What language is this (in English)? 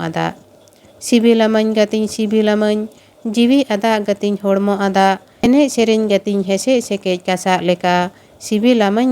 Santali